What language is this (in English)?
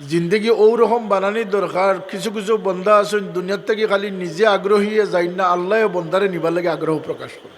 Sylheti